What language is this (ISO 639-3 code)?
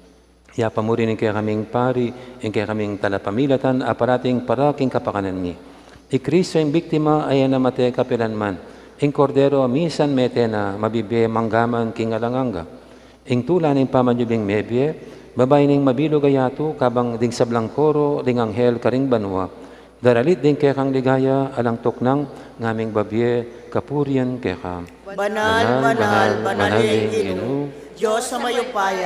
pam